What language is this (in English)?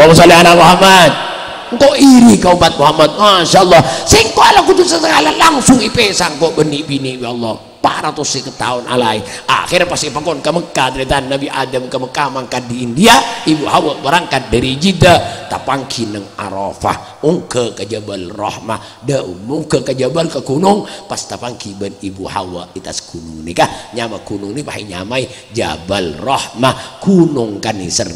Madurese